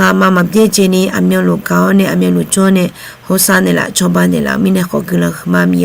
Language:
Akha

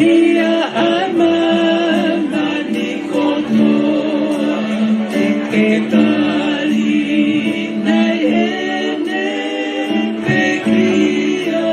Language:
Tongan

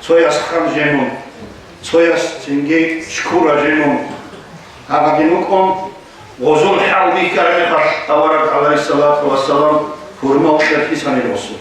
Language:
Avaric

